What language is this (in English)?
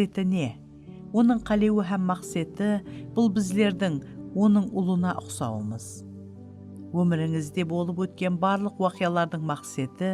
Kara-Kalpak